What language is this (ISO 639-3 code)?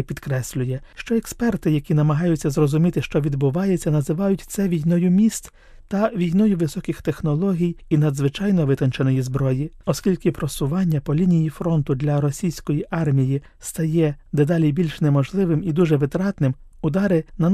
ukr